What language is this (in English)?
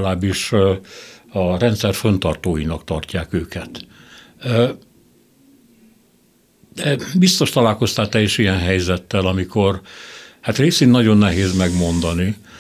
Hungarian